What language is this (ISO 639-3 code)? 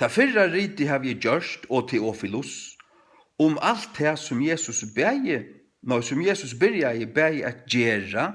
fao